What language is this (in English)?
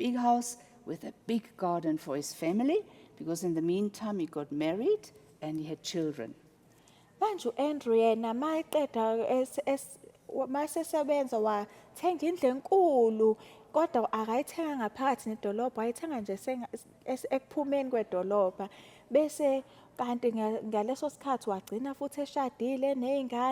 Zulu